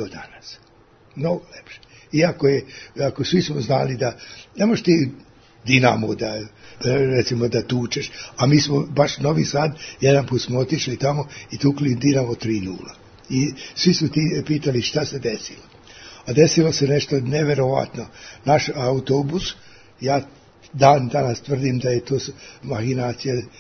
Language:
Serbian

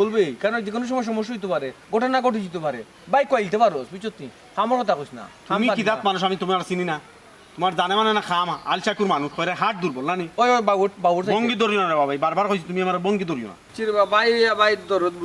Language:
Sylheti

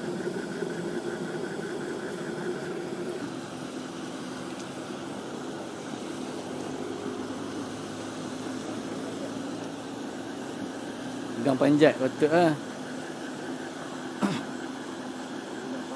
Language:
Malay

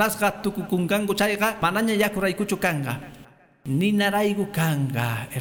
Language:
Quechua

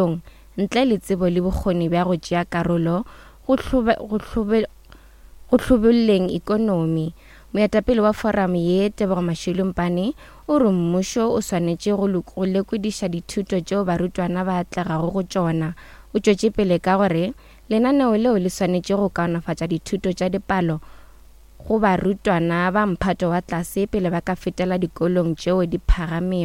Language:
Northern Sotho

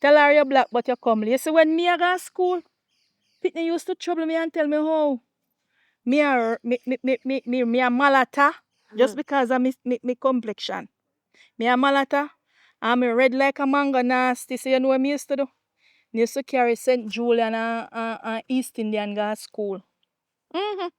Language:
Jamaican Creole English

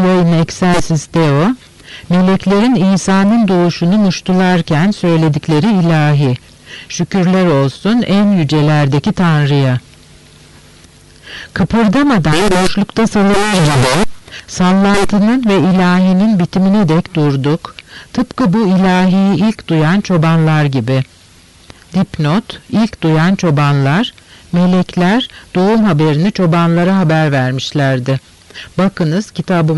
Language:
Turkish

